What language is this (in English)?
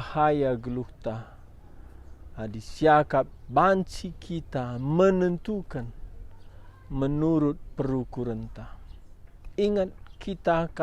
Batak Karo